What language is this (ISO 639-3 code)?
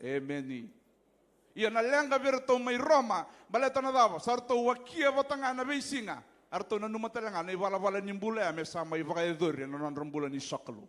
fij